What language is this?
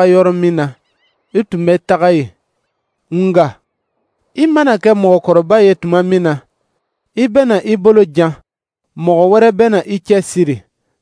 Dyula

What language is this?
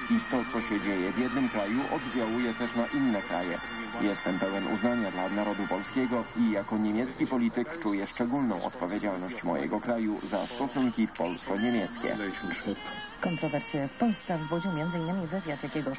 Polish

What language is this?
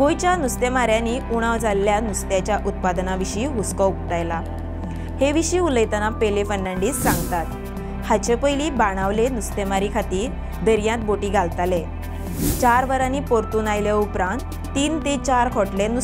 Konkani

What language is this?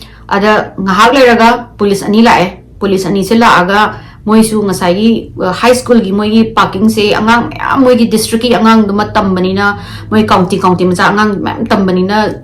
Manipuri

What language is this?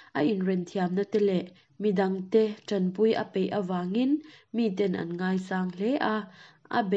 Mizo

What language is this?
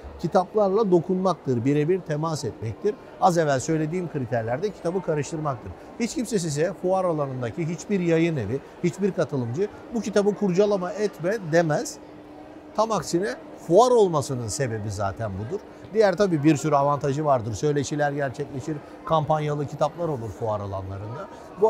Turkish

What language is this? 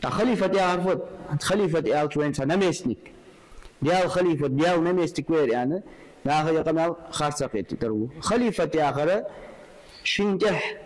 Ingush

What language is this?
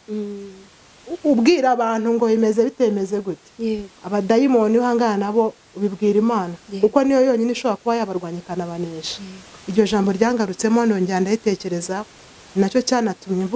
Kinyarwanda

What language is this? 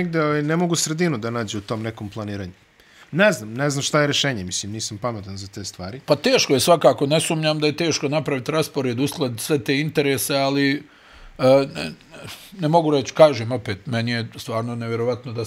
Bosnian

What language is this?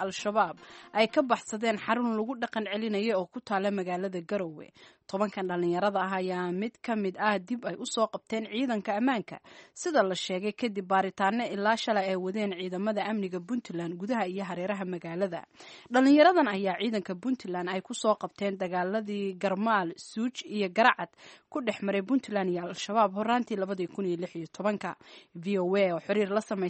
Somali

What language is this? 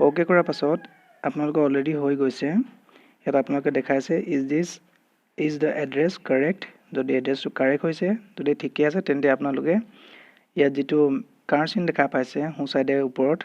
Assamese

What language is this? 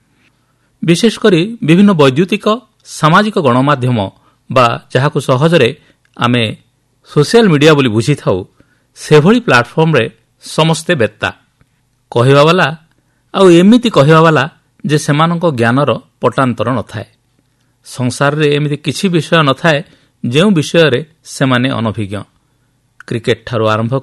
Odia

